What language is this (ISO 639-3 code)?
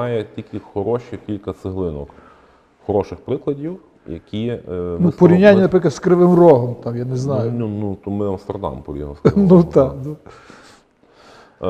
ukr